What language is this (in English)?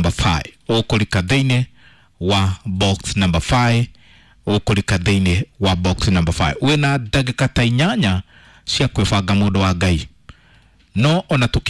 Kikuyu